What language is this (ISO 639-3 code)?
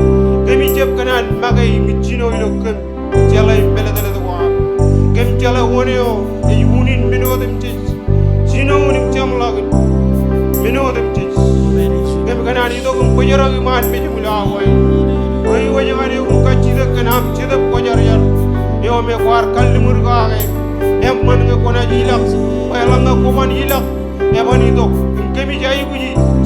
mah